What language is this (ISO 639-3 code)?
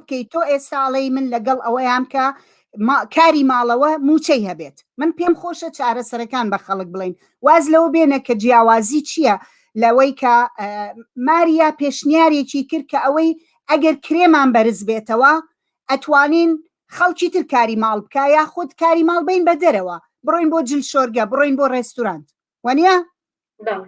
ckb